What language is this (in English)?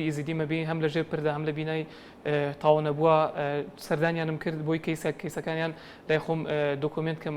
Central Kurdish